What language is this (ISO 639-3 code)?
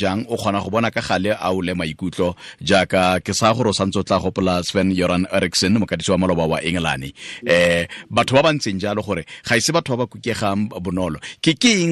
tsn